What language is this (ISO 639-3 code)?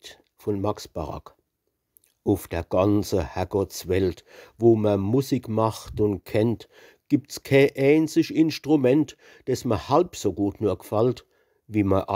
pfl